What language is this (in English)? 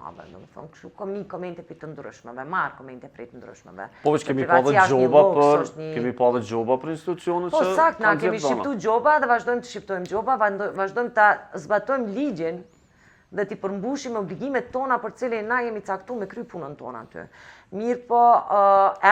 Albanian